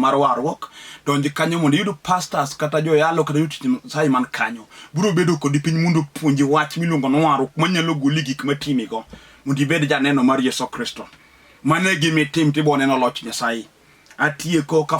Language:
Luo (Kenya and Tanzania)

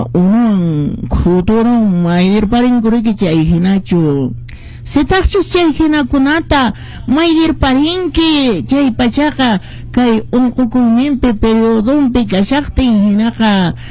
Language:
Quechua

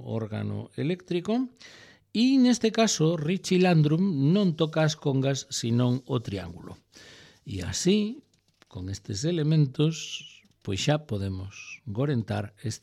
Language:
Galician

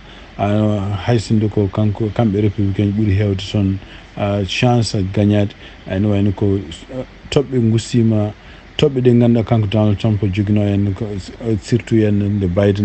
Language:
Fula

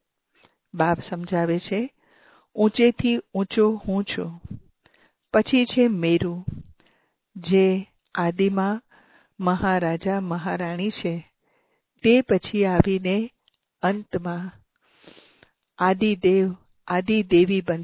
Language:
Gujarati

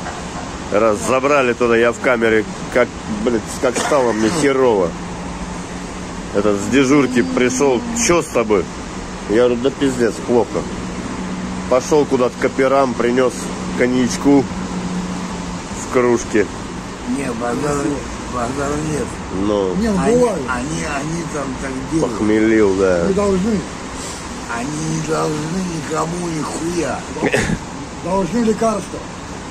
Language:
Russian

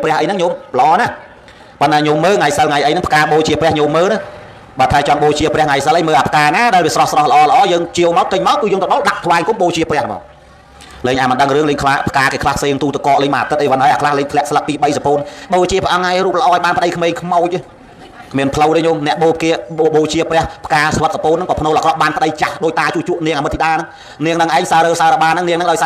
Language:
Khmer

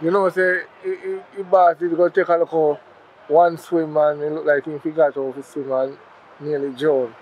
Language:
Jamaican Creole English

